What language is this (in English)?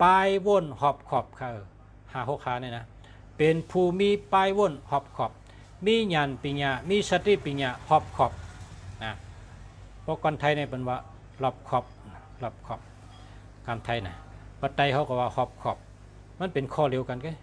Shan